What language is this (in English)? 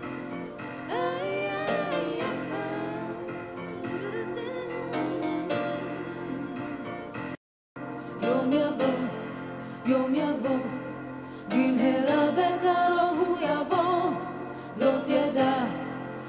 Hebrew